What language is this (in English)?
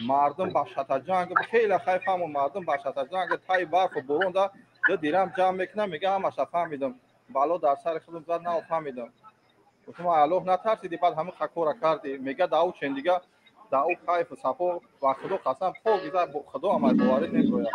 Tajik